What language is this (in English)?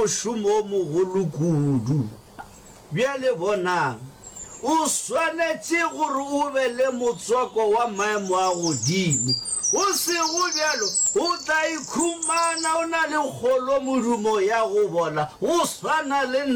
Northern Sotho